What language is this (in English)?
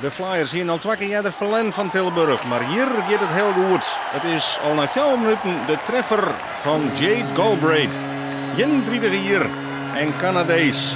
Western Frisian